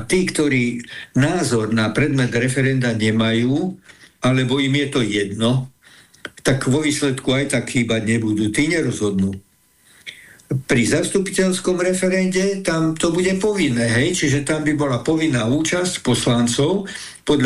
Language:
Slovak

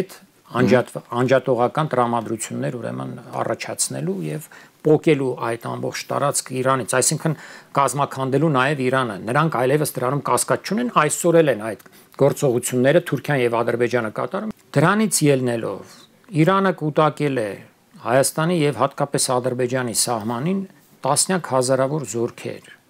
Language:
Armenian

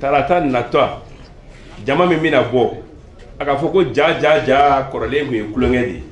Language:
Bambara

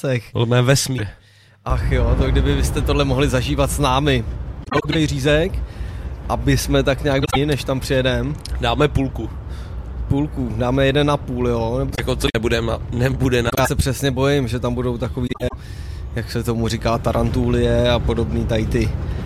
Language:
Czech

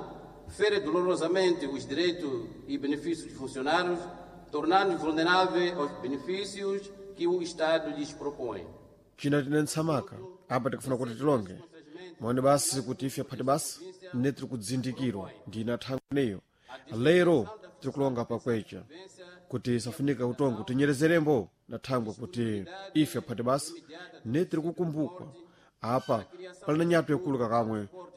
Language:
Sena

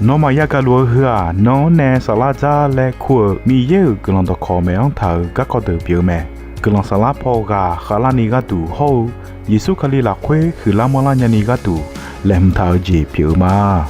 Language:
Akha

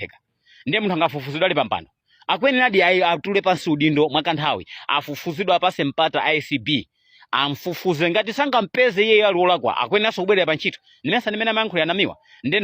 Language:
Nyanja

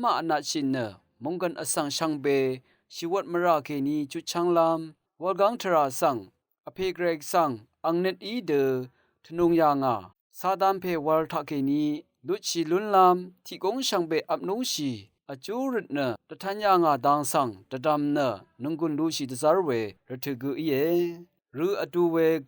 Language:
Rawang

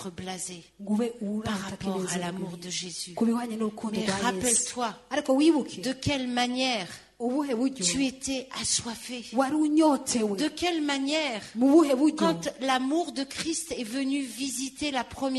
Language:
Kinyarwanda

